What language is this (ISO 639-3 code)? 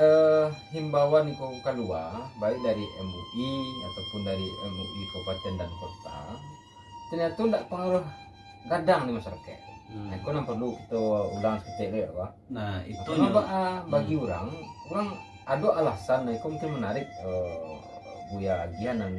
min